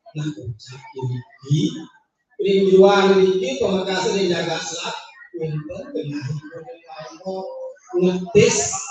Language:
Balinese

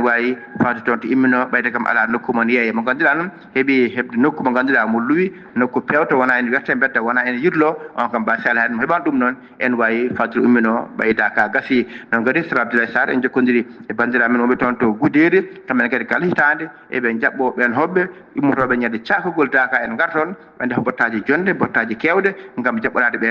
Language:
Fula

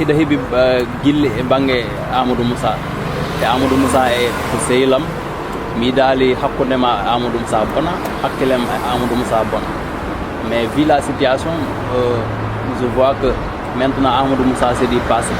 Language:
Fula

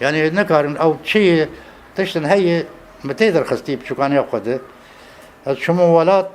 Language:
Kurdish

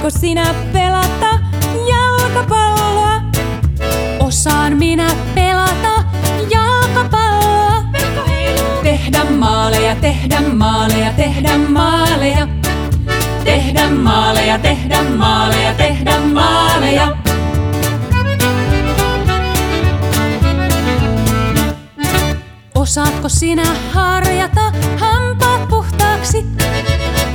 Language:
Finnish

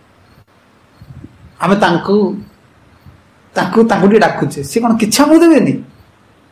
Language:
Odia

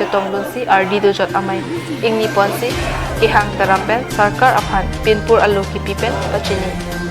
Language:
Karbi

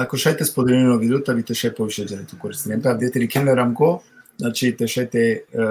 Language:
Balkan Romani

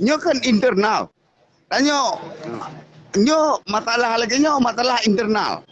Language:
Achinese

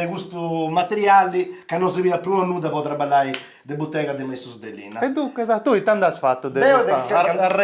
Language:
Sardinian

